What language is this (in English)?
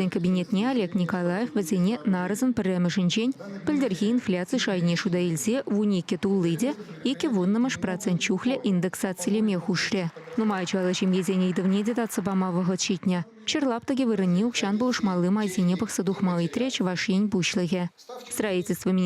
Chuvash